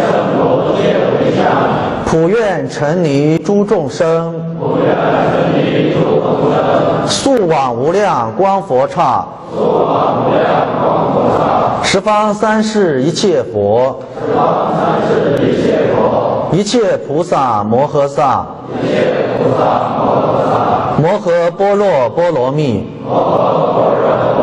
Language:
Chinese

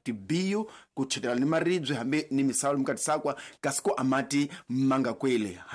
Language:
Tsonga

